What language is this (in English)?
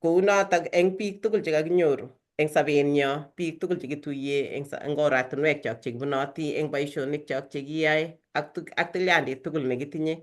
Kalenjin